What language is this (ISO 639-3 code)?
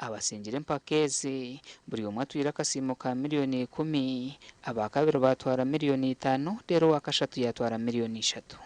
nyn